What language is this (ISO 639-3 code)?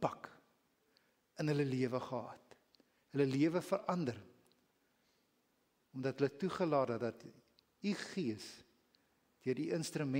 afr